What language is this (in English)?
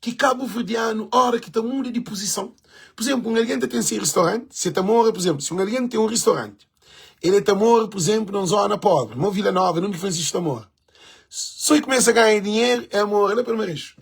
Kabuverdianu